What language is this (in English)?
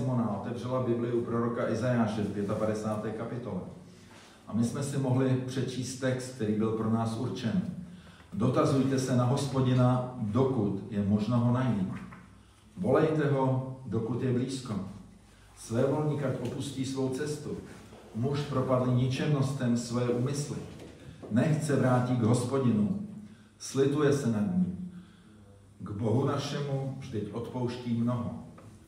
Czech